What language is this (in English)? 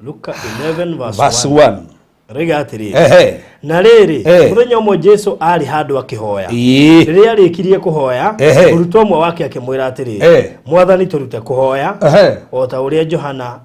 Kikuyu